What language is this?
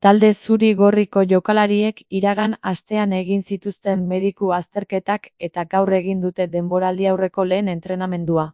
Basque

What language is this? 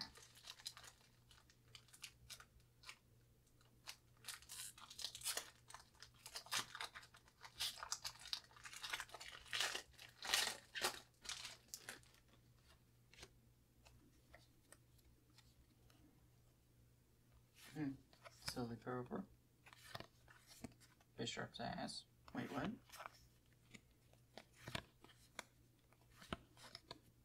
English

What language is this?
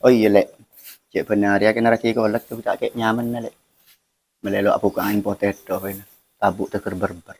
Madurese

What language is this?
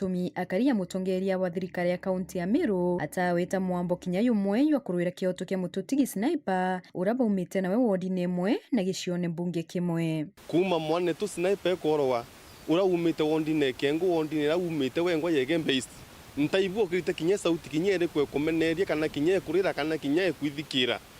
Meru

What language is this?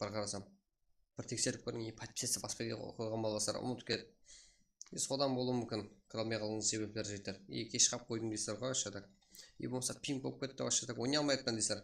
Kara-Kalpak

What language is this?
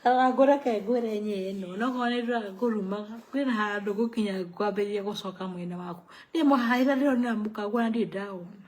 Kikuyu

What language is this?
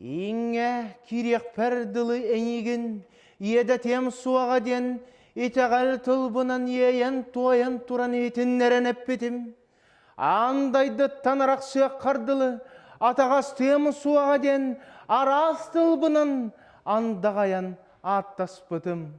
Yakut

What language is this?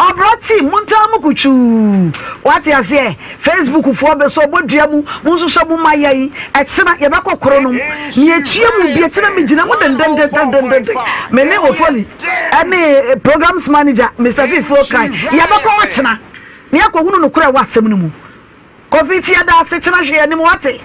Akan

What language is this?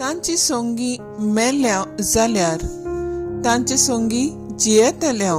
Konkani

